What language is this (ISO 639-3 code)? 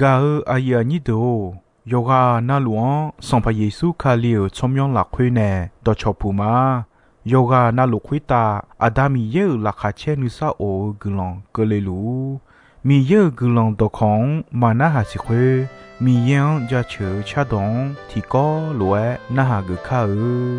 ahk